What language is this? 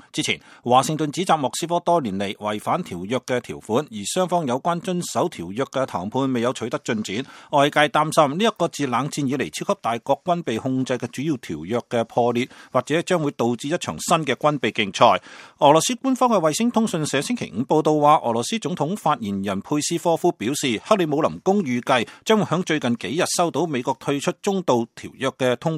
Cantonese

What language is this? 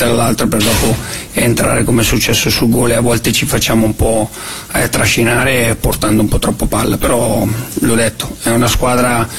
Italian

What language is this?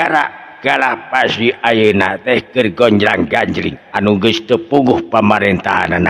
Sundanese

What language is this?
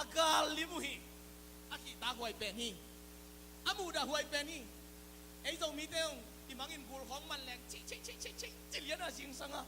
Tedim Chin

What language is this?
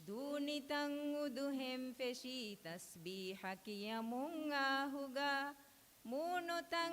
Divehi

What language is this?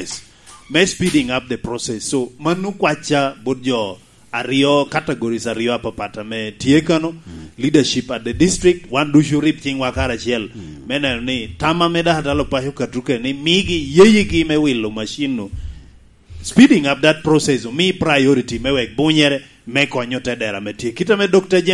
Lango (Uganda)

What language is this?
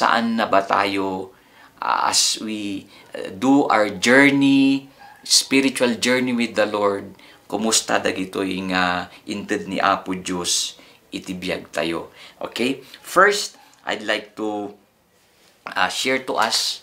Iloko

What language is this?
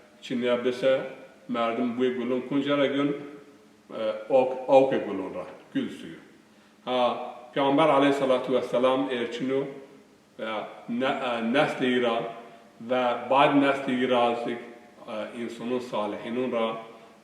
Zaza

